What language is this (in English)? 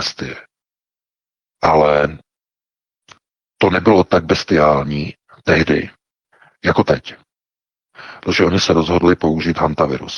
Czech